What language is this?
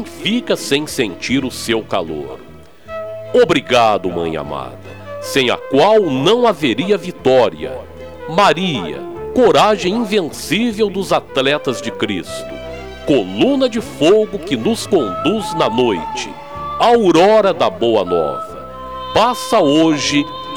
Portuguese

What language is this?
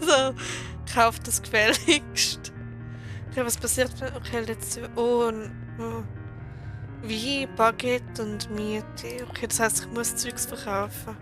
Swiss German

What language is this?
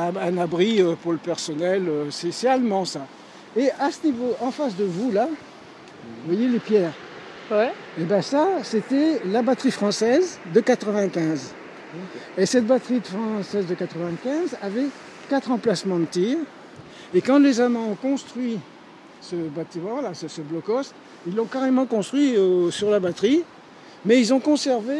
French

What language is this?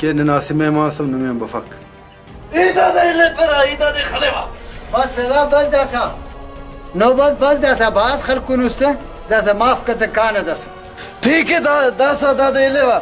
Brahui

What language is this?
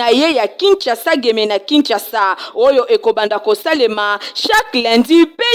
Lingala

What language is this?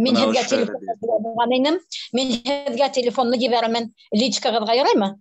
Bashkir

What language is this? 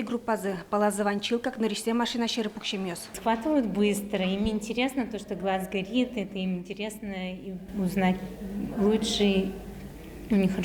Udmurt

